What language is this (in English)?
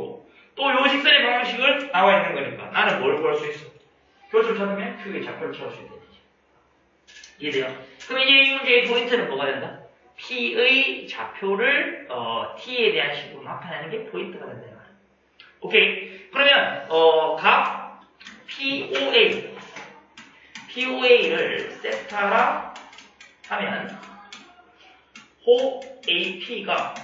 Korean